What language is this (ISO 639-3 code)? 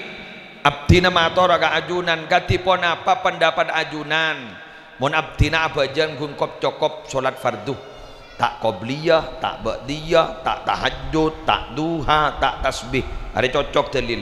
mad